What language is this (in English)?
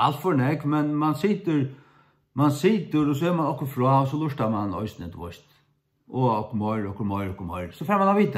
Faroese